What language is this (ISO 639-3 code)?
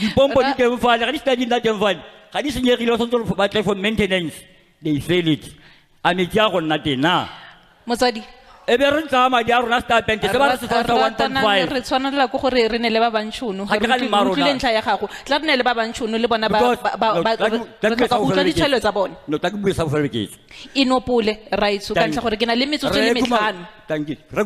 tsn